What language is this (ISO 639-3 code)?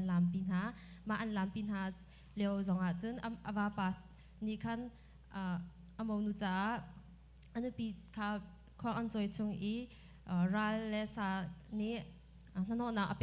cnh